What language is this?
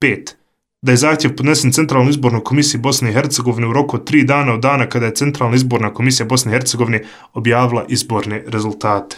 Bosnian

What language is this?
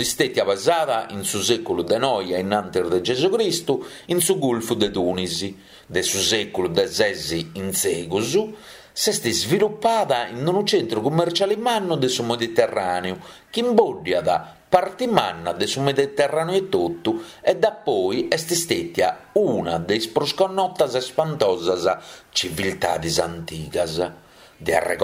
Sardinian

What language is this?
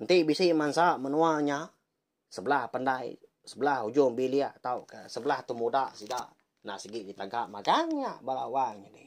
Iban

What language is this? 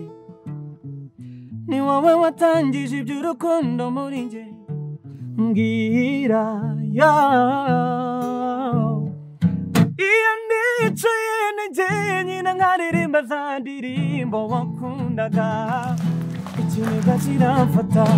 Kinyarwanda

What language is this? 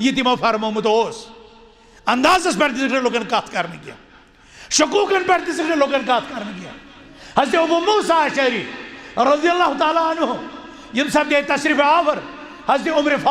Kashmiri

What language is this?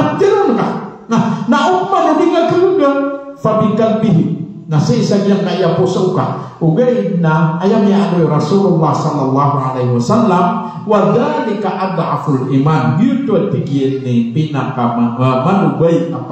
Maranao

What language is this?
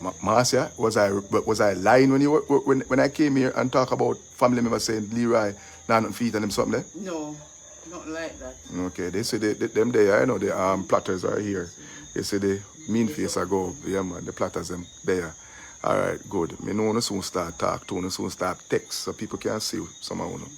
Jamaican Creole English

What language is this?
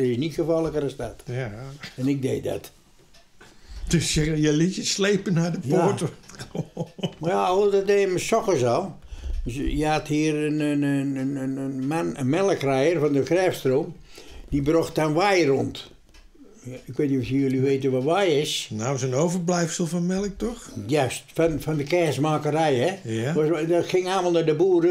Dutch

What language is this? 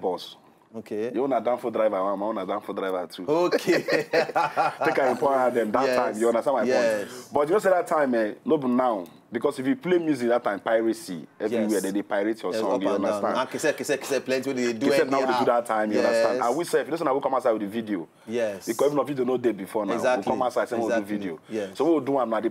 Nigerian Pidgin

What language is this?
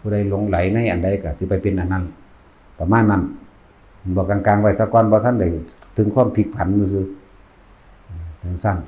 Northeastern Thai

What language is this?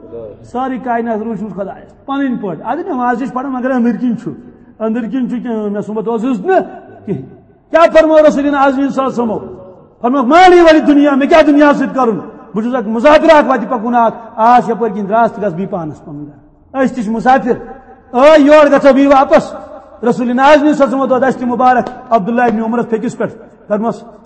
Kashmiri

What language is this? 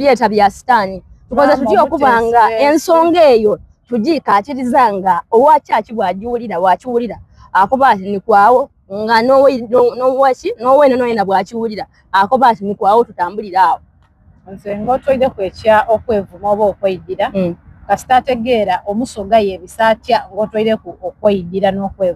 Soga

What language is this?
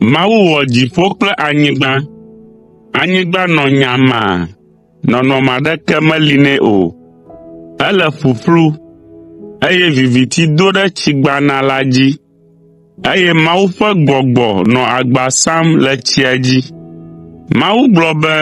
Ewe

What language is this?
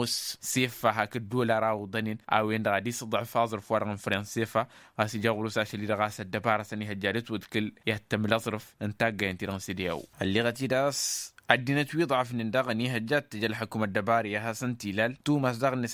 Tamasheq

